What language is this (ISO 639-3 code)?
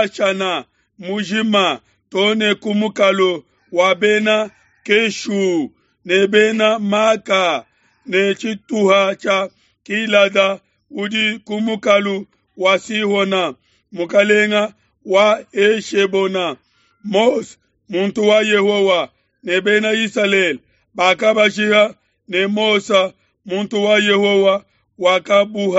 lua